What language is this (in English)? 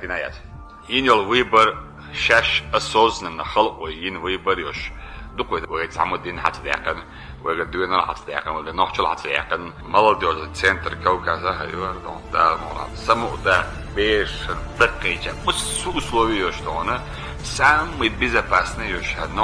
Chechen